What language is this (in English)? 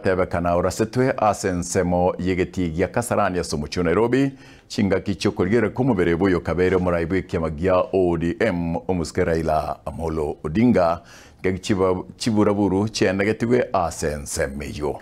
Gusii